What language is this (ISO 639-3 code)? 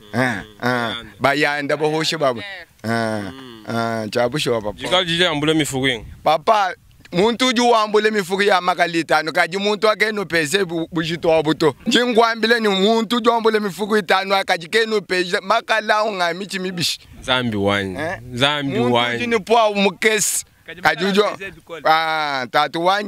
lua